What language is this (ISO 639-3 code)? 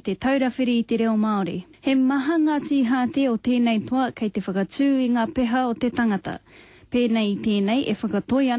mri